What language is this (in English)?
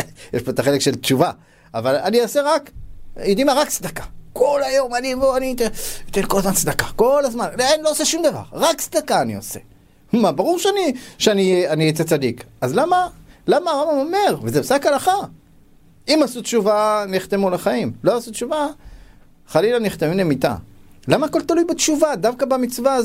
Hebrew